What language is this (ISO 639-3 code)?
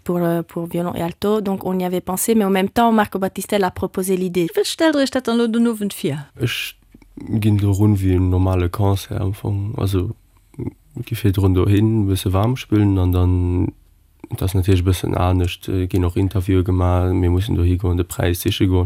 ltz